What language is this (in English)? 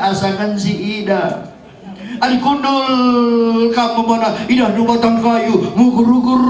Batak Karo